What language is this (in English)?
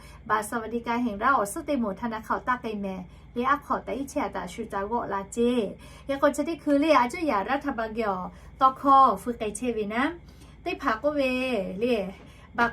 Lahu